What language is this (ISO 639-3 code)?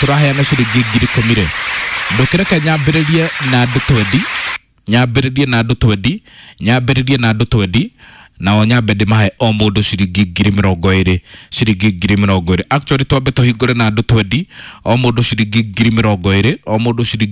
kik